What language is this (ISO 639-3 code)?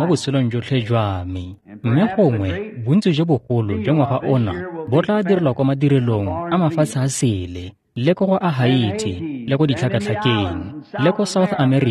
tsn